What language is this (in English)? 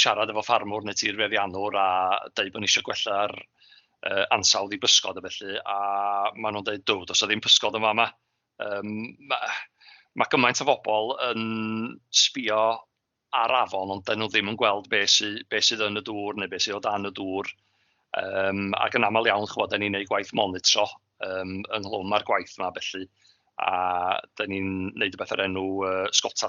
Welsh